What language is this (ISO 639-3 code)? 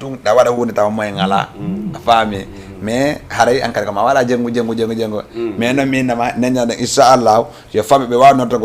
ful